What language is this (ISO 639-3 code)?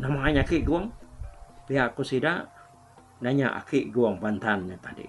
iba